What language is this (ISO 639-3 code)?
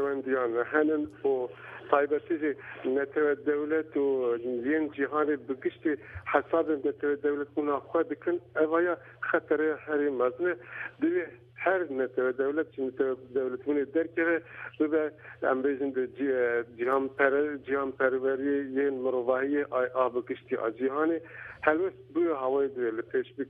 kur